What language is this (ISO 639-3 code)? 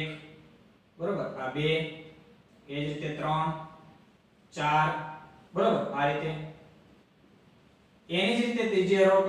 guj